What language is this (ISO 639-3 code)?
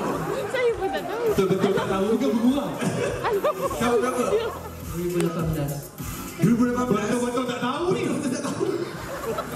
msa